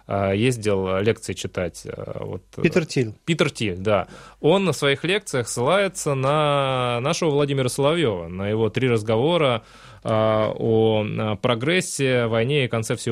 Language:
Russian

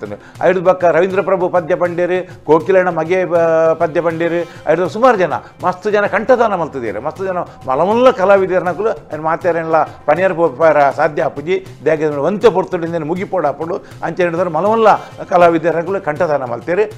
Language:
Tulu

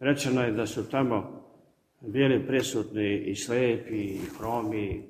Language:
Serbian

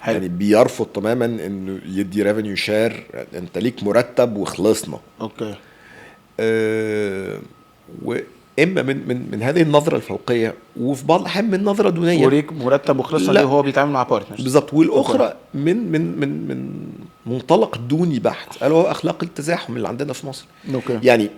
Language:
Egyptian Arabic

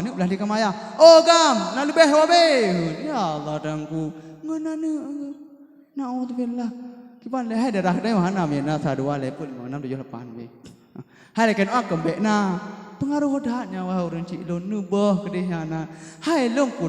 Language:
Achinese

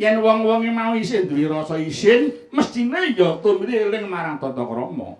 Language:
Javanese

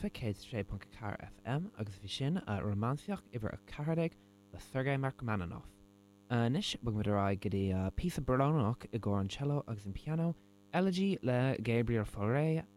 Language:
Irish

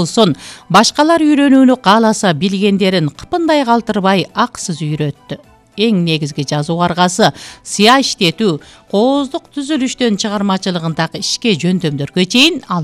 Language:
Kyrgyz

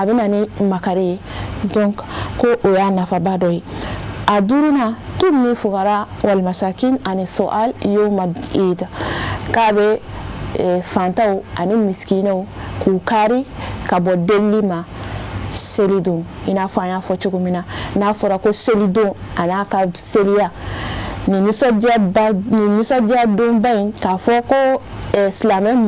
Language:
Bambara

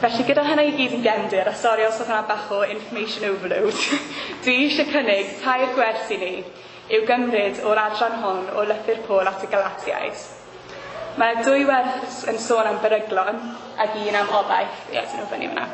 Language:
Welsh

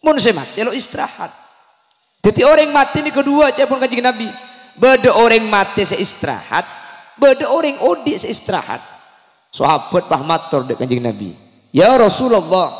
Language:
Madurese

